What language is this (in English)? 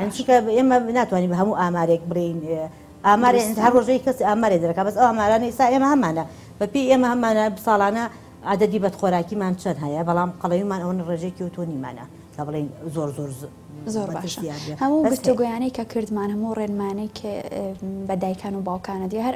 Central Kurdish